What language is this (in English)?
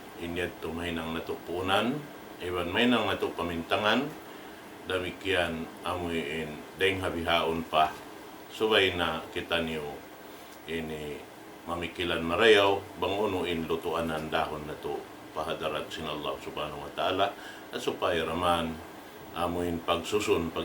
Tausug